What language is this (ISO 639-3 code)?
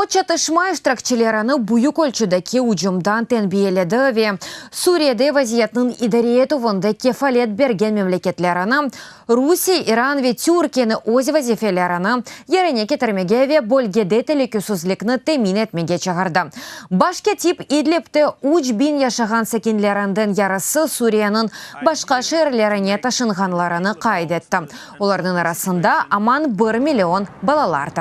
crh